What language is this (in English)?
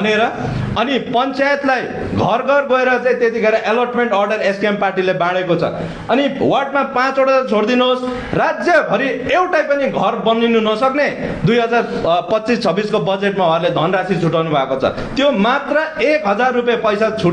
Nepali